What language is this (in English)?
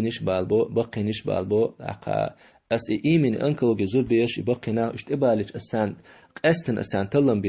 Chechen